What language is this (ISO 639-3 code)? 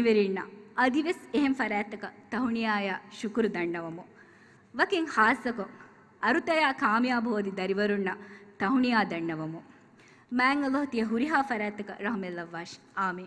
div